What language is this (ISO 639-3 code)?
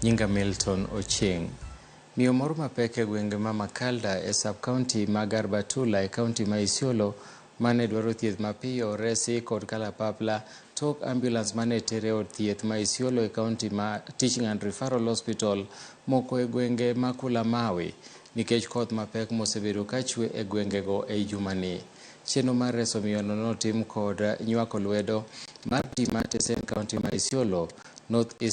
luo